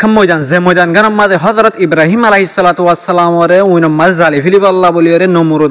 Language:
Rohingya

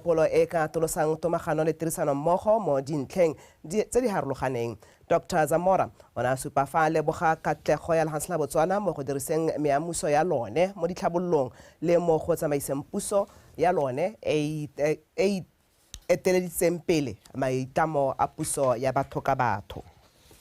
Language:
Tswana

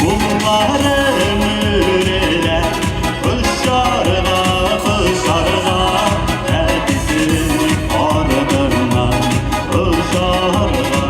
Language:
Tatar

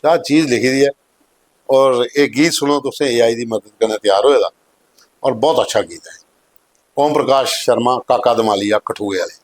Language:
Dogri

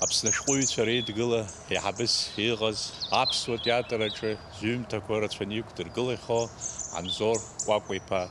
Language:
Abkhazian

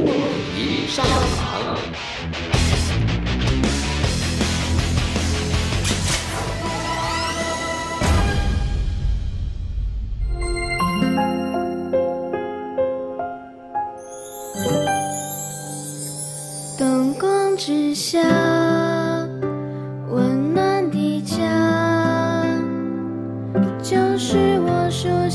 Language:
Chinese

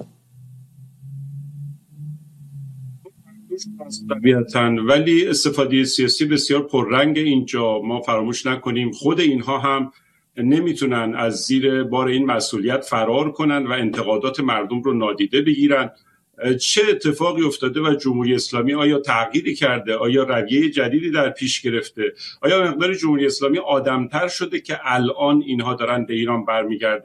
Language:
Persian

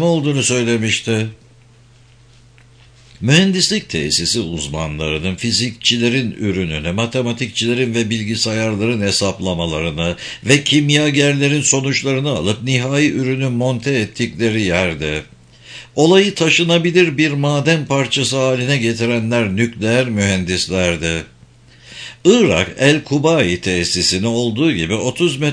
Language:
Turkish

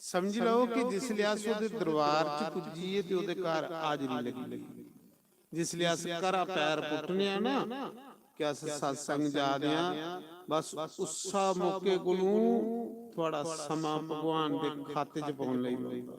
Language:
Dogri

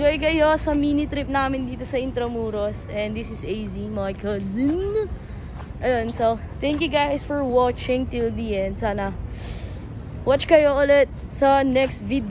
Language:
Filipino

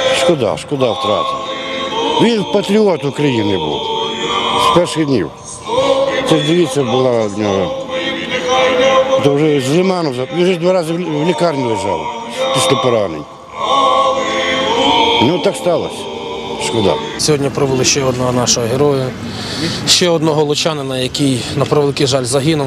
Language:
Ukrainian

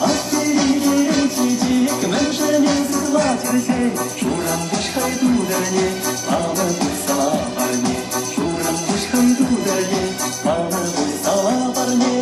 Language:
Chuvash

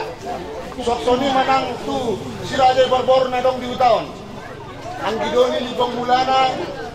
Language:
Batak Toba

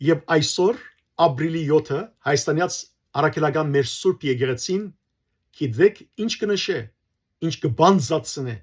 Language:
Western Armenian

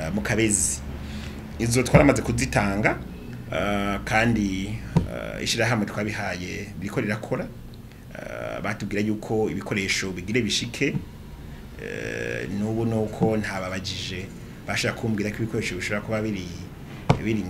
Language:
Rundi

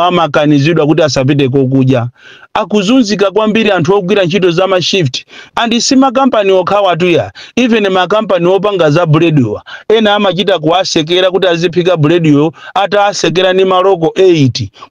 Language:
Nyanja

